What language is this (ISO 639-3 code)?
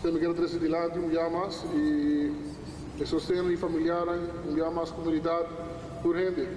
pap